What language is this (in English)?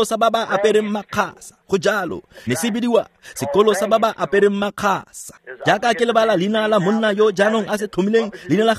Tswana